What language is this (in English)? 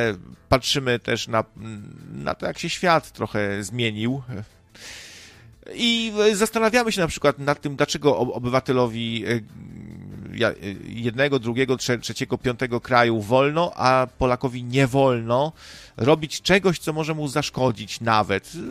Polish